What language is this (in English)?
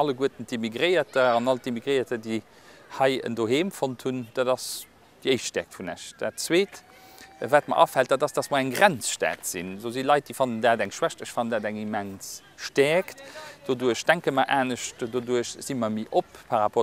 Luxembourgish